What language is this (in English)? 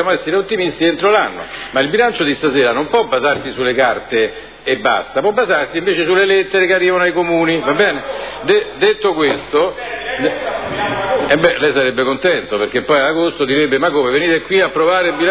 Italian